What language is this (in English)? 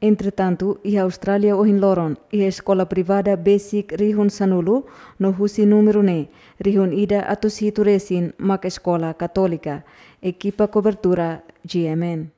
Tetum